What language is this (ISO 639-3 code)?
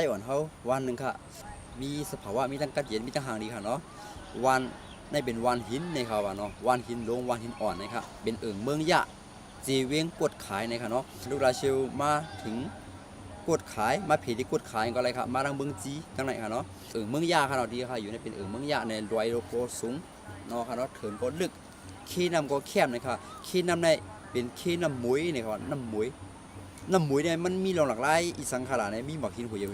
shn